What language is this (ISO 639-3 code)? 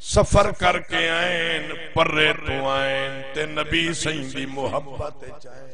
skr